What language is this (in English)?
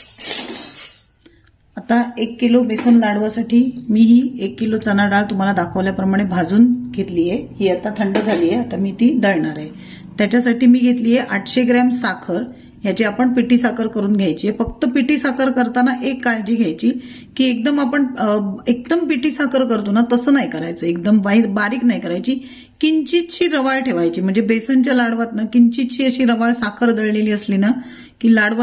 Marathi